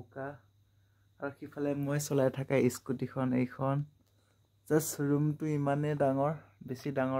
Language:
Assamese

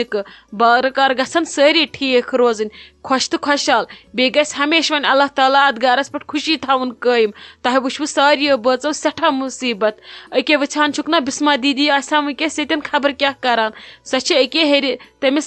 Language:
Kashmiri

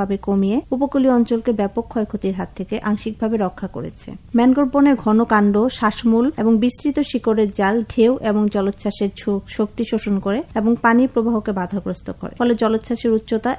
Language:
Bangla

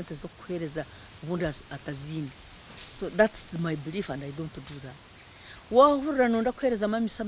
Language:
Nyankole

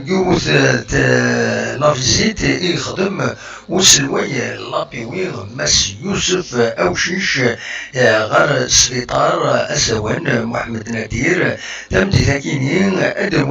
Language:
Kabyle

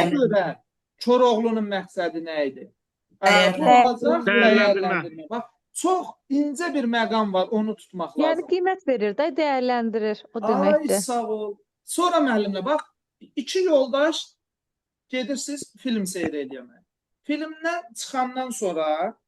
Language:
Azerbaijani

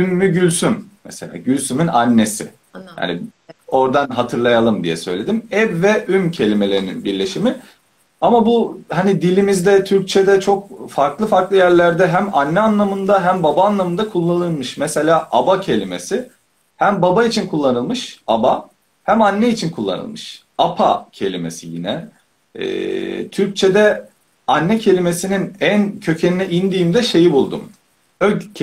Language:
Turkish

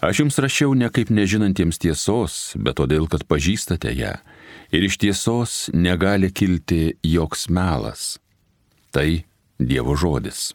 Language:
Lithuanian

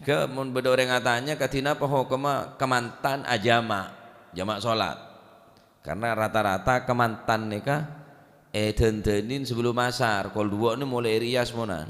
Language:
Madurese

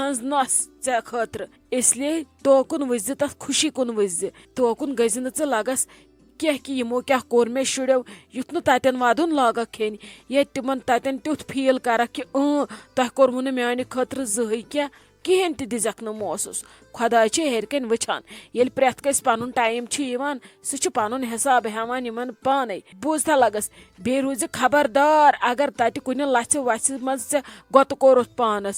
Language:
Kashmiri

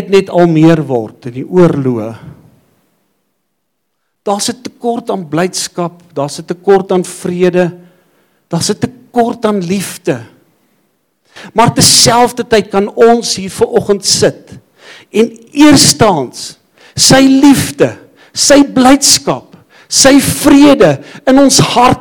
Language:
Afrikaans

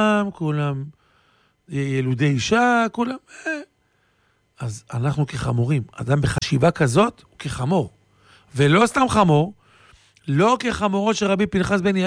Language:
Hebrew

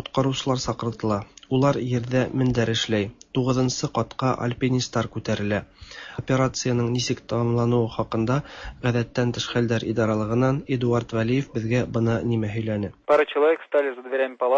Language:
Tatar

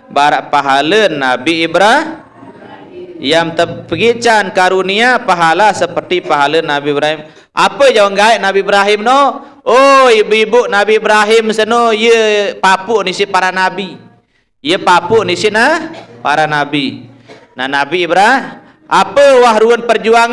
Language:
Sasak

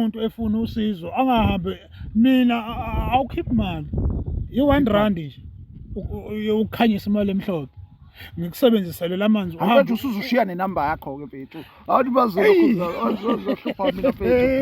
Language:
Zulu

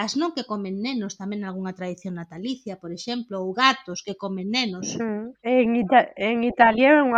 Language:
Galician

